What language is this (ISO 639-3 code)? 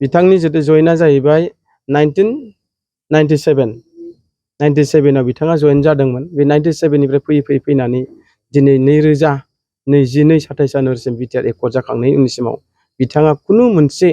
brx